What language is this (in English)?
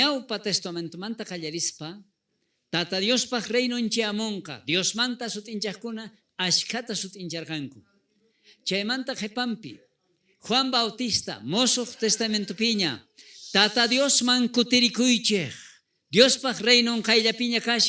South Bolivian Quechua